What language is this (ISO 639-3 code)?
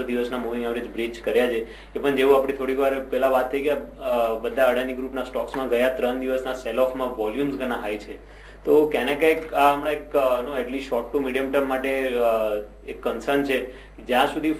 guj